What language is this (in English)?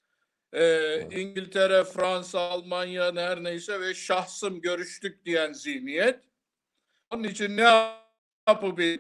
Turkish